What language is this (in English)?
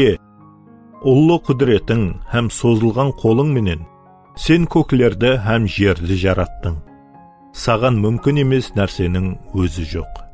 Kara-Kalpak